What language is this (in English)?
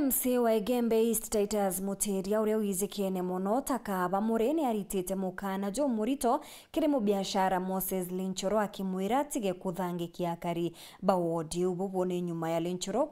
Meru